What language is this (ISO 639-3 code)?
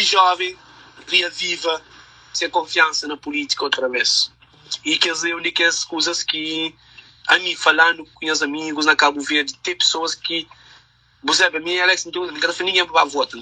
kea